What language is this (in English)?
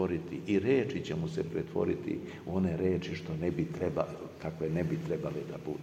Serbian